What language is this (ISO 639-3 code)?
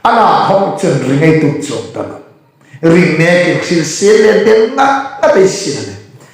hmr